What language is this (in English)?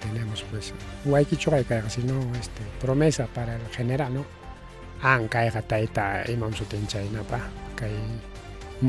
Ayacucho Quechua